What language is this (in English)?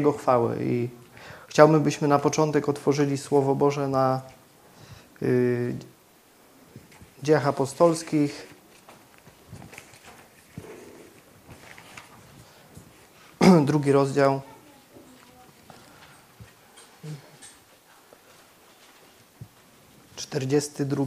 Polish